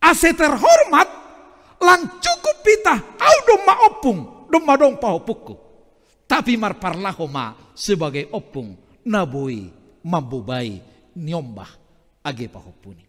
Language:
Batak Simalungun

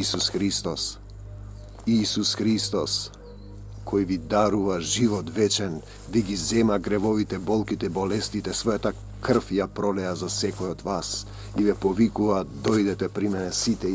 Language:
Macedonian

